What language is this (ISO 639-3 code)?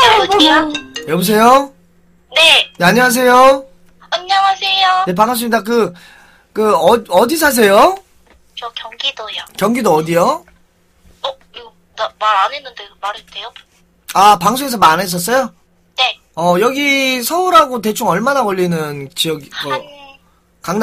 kor